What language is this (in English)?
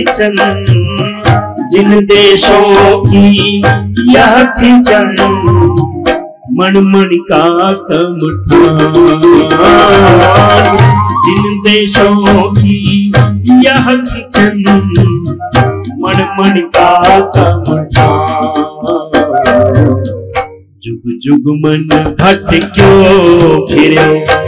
Hindi